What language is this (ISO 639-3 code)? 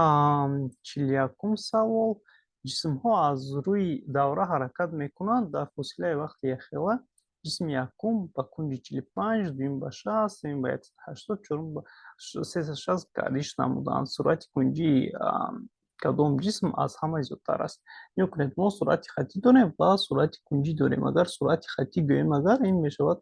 tgk